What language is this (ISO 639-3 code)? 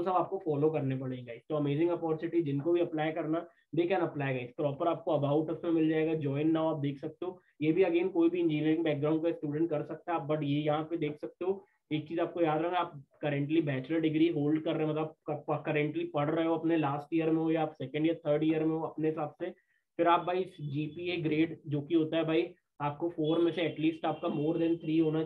hin